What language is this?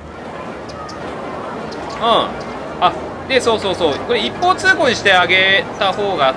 Japanese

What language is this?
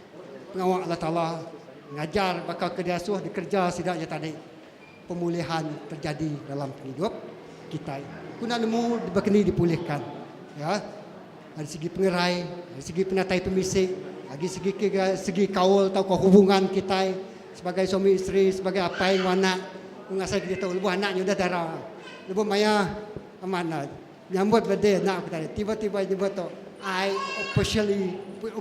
Iban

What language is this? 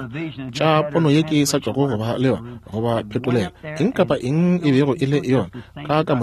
Northern Sotho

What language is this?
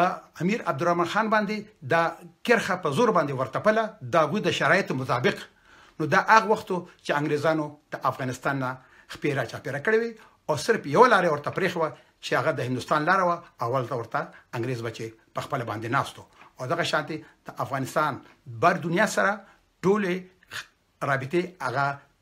Pashto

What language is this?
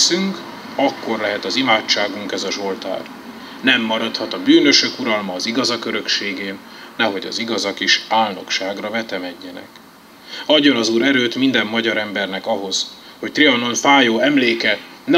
Hungarian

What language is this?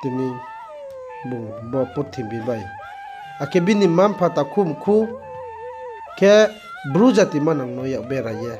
Riang (India)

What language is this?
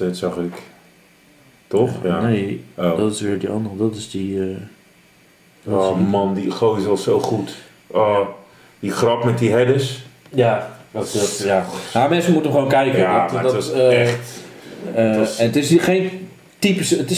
Dutch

